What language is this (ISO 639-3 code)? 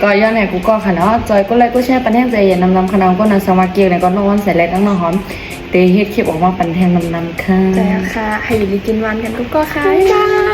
shn